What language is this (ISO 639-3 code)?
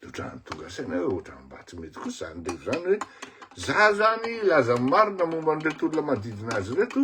mlg